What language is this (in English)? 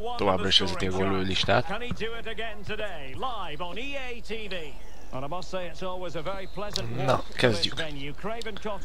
Hungarian